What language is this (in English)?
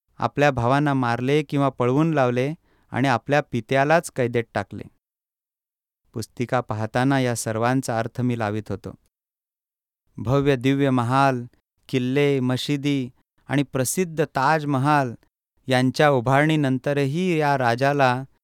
Marathi